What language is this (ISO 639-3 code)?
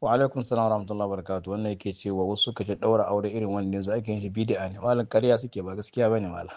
hau